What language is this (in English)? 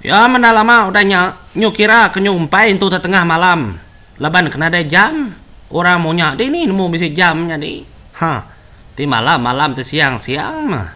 Iban